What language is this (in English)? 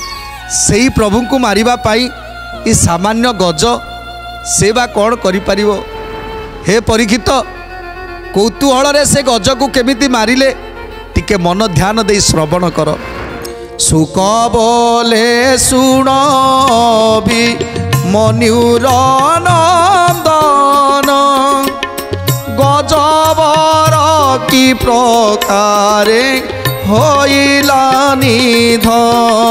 Odia